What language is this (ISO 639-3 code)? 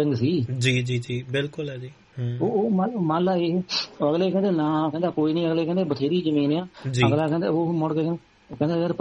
pan